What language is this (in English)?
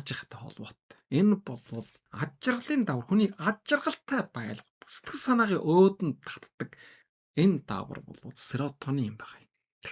Mongolian